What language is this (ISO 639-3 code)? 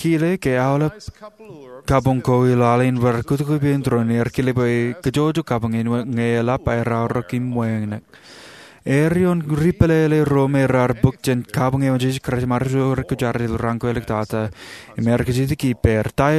mah